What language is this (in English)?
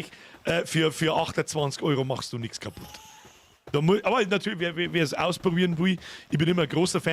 Bavarian